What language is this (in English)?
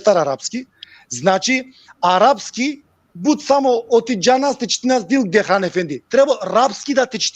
Balkan Romani